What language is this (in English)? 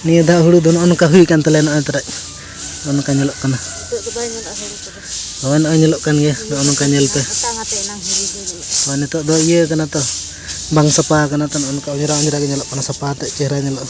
Santali